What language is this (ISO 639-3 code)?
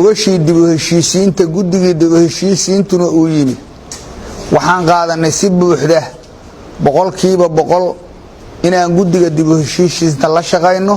som